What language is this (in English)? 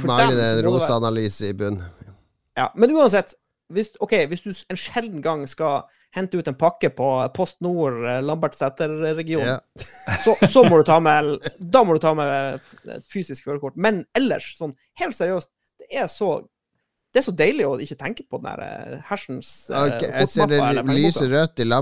Norwegian